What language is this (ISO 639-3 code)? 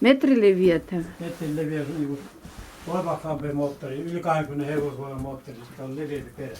krl